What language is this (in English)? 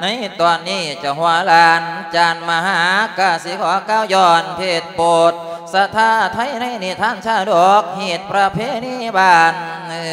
Lao